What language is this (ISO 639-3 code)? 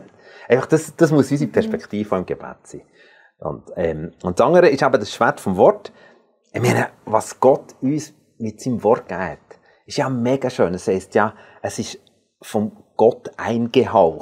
gsw